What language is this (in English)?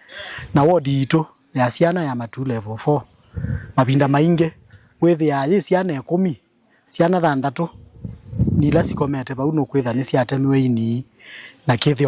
Kamba